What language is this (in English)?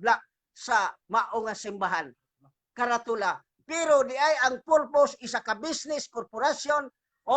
Cebuano